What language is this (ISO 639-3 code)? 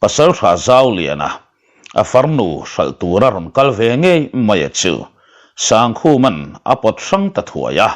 lus